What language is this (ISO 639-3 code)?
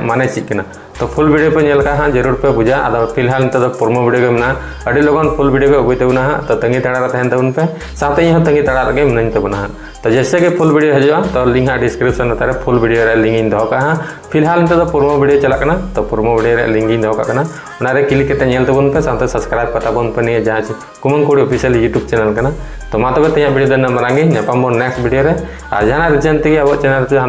sat